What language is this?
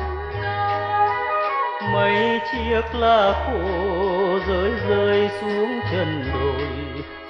Vietnamese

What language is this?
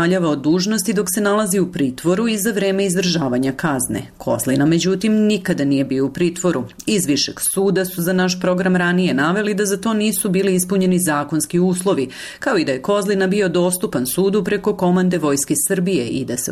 Serbian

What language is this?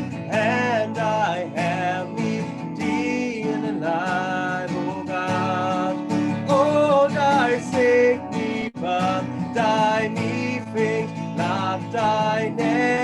Plautdietsch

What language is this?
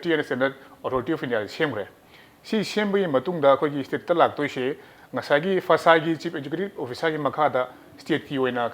Manipuri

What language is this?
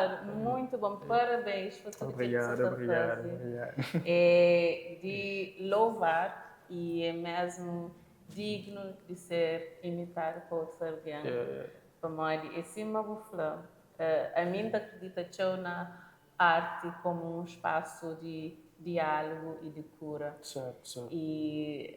Kabuverdianu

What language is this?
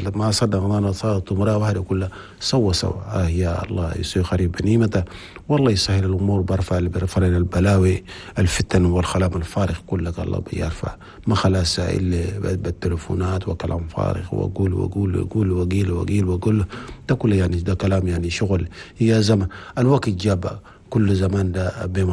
Chadian Arabic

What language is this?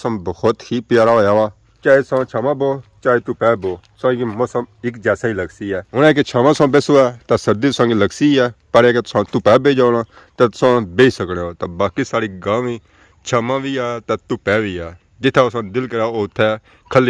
Pahari-Potwari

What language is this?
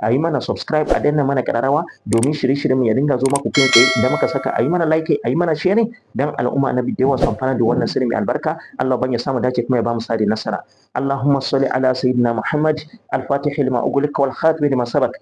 Hausa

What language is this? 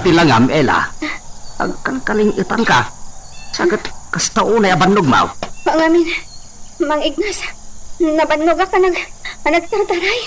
Iloko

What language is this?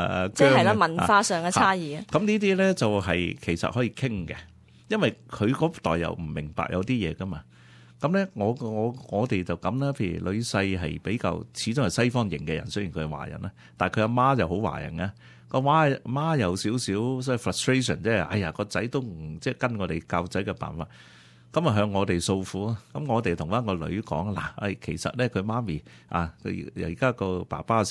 Cantonese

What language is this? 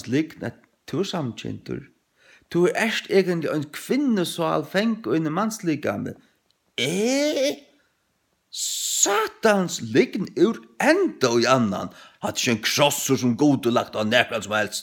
Faroese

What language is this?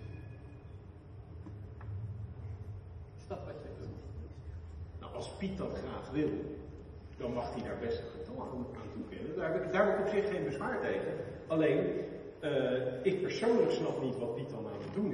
Dutch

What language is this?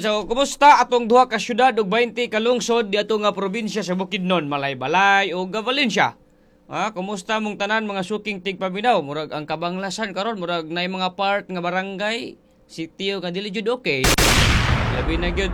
Cebuano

